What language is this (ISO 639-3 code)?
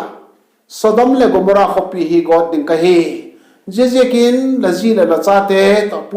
vap